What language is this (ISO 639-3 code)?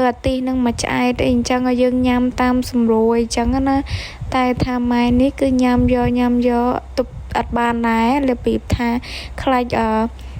khm